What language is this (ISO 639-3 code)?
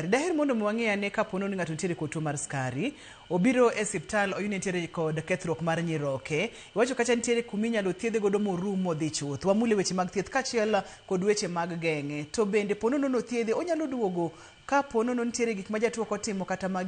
luo